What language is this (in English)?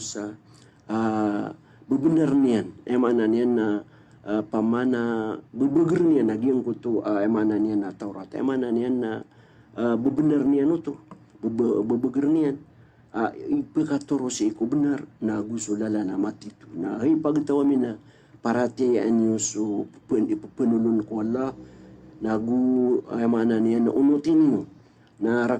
Maranao